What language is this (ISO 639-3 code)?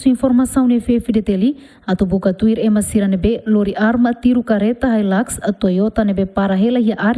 tet